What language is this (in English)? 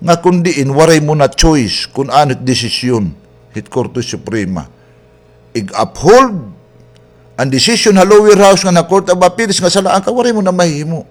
Waray